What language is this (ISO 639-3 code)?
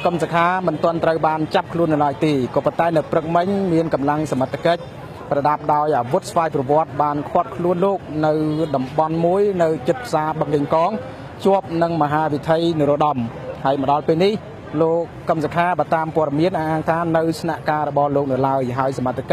khm